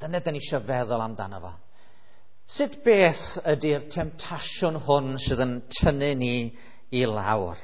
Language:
Welsh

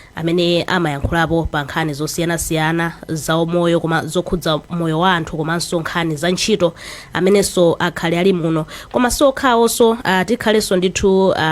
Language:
Nyanja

